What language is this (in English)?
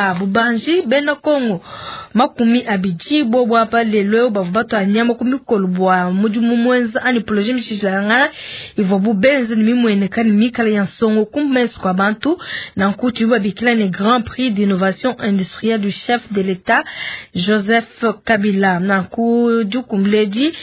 Luba-Lulua